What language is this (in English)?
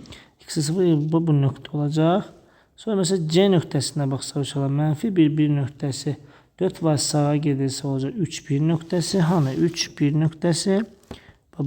Azerbaijani